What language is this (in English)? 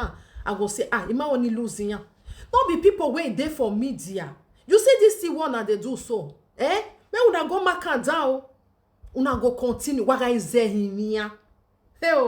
Nigerian Pidgin